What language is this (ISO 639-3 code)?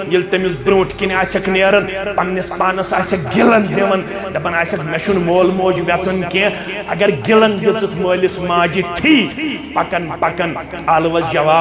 kas